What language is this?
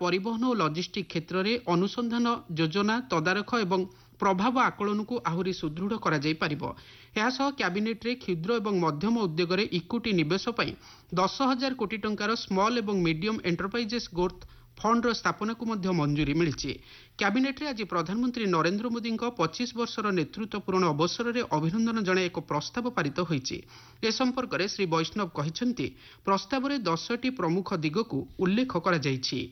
Odia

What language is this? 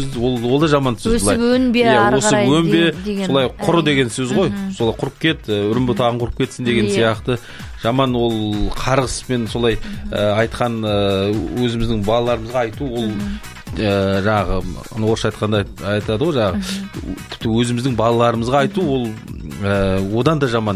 Kazakh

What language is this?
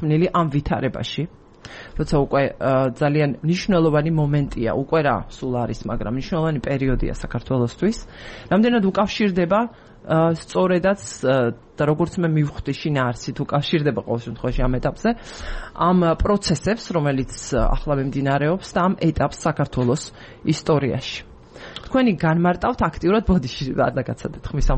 Georgian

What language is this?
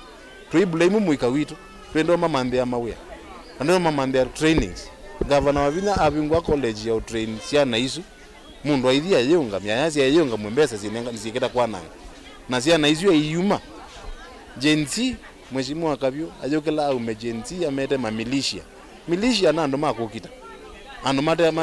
Kamba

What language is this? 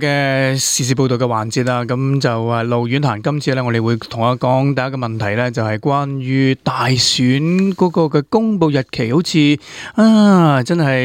Cantonese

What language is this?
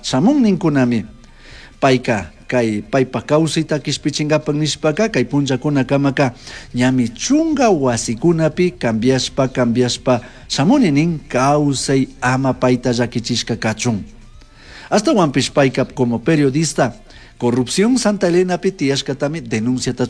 Chimborazo Highland Quichua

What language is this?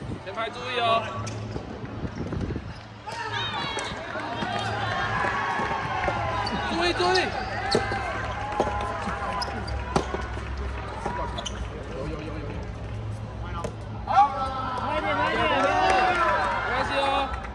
Chinese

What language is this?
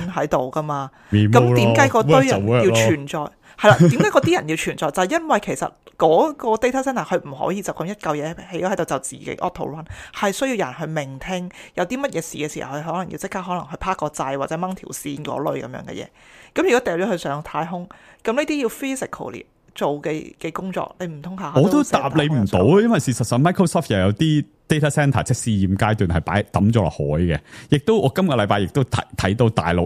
Cantonese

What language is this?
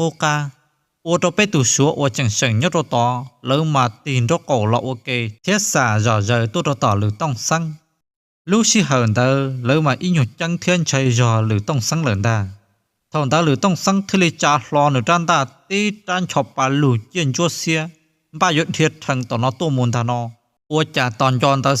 Hmong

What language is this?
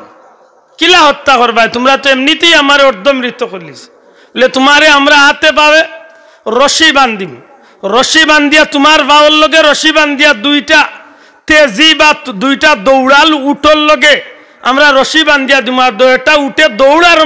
Sylheti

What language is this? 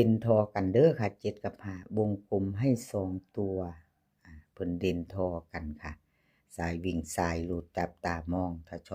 Northeastern Thai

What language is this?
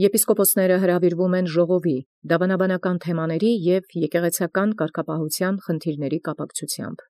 Armenian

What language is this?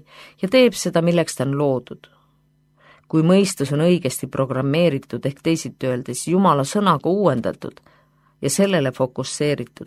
Estonian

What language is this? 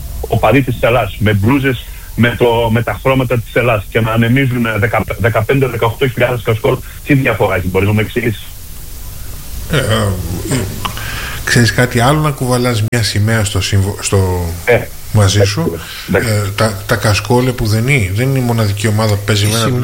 Greek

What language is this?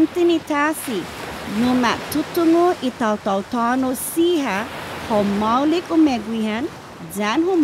Chamorro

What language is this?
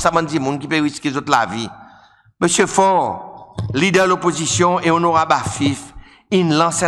Seselwa Creole French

